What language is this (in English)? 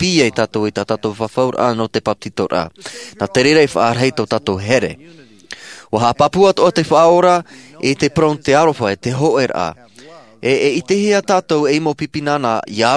Tahitian